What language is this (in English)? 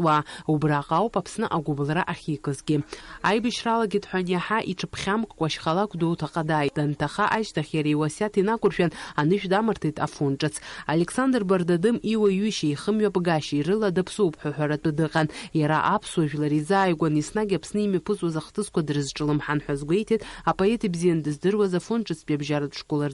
Abkhazian